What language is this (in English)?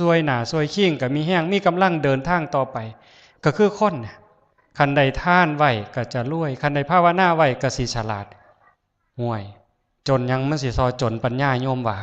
Northeastern Thai